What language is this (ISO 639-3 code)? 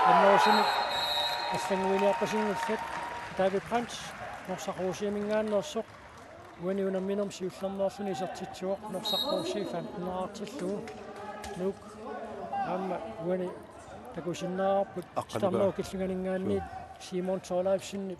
kal